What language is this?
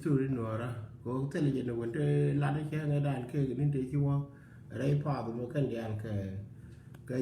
Nuer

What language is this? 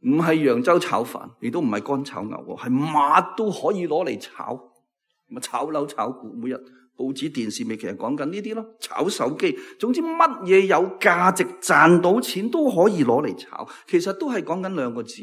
Cantonese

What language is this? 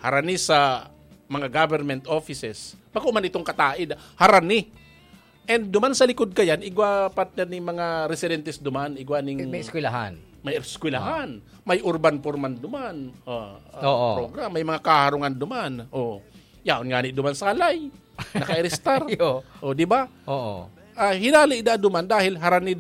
Bikol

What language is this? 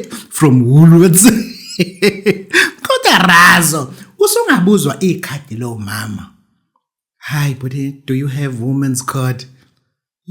Zulu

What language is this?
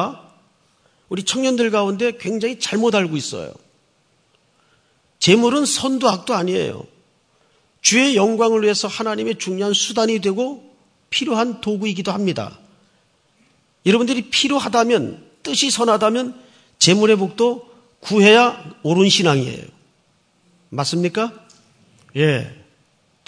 Korean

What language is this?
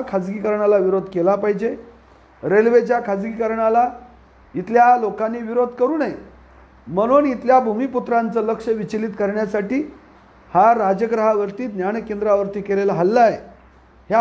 Marathi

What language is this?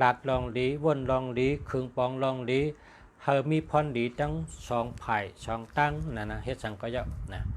Shan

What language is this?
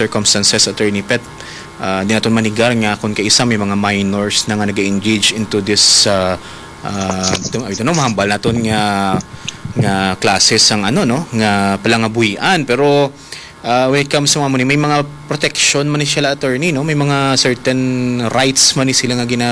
Hiligaynon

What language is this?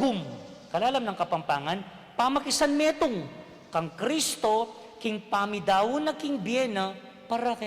Pampanga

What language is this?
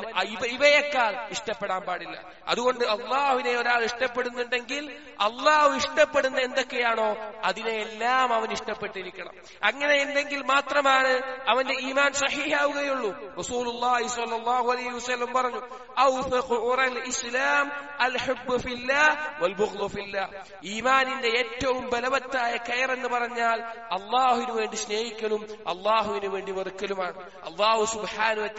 Malayalam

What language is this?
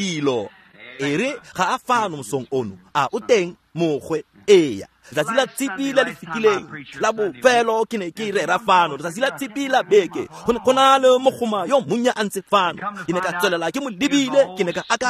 Tswana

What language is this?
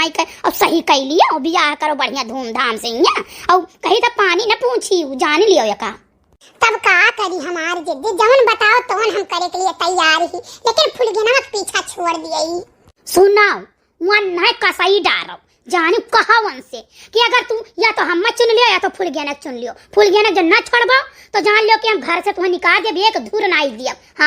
Awadhi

